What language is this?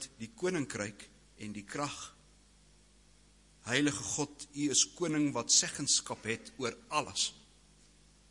Afrikaans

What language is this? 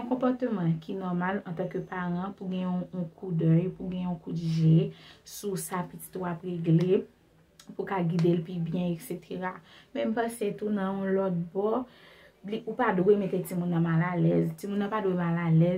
Haitian Creole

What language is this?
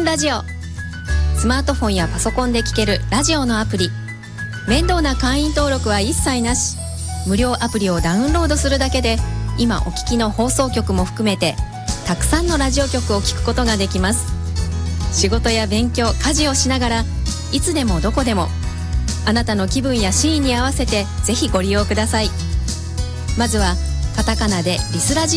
Japanese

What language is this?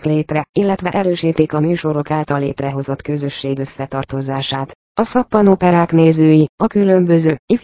Hungarian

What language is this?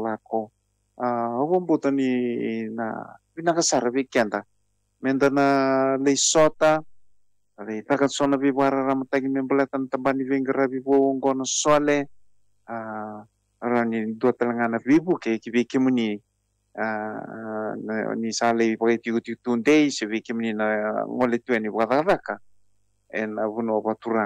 Fijian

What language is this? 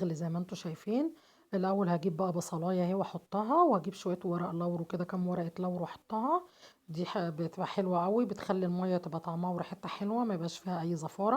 Egyptian Arabic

